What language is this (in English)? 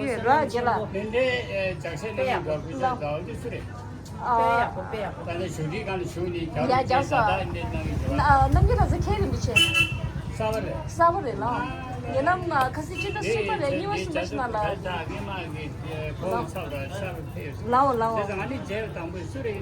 Tibetan